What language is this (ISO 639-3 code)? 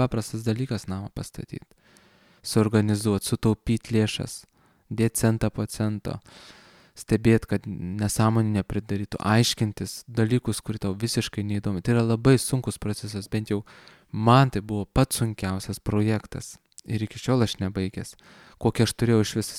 lit